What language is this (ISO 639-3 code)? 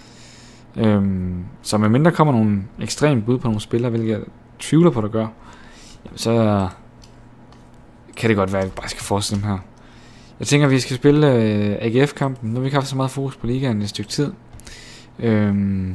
dan